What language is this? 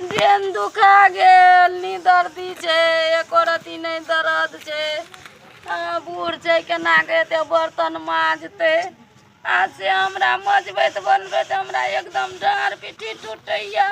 Maithili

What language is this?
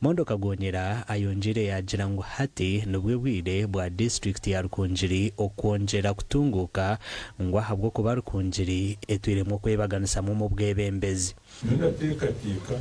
Nyankole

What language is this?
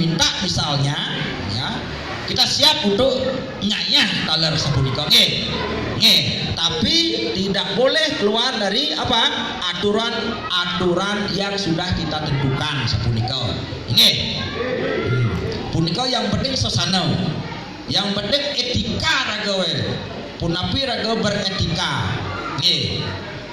Balinese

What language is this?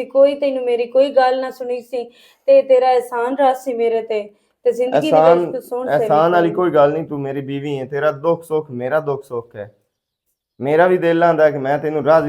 Western Panjabi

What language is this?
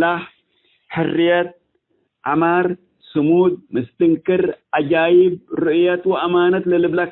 Tigre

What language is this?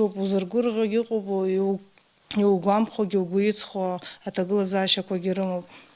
Abkhazian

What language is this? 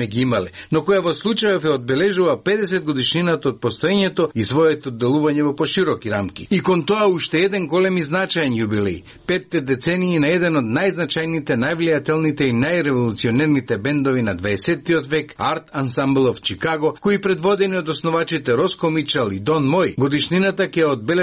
Macedonian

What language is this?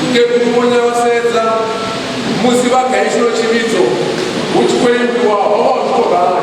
Venda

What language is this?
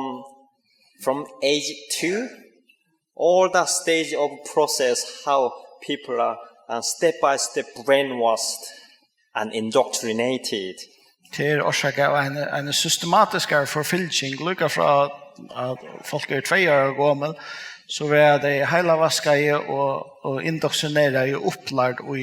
Faroese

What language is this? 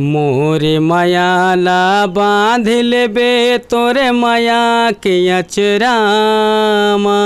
Chhattisgarhi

